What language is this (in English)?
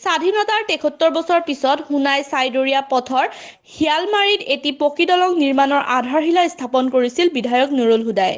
Assamese